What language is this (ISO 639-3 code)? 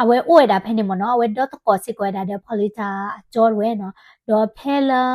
ksw